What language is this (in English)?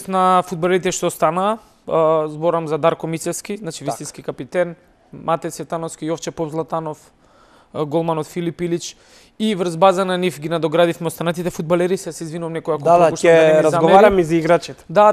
Macedonian